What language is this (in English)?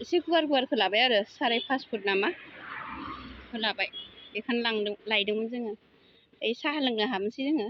Bodo